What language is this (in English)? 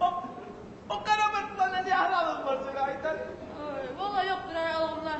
Kumyk